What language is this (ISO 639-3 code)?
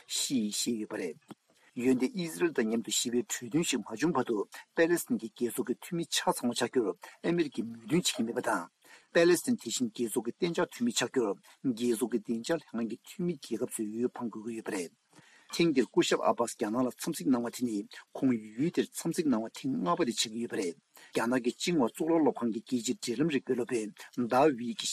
bod